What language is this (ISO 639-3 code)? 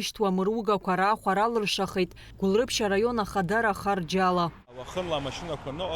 abk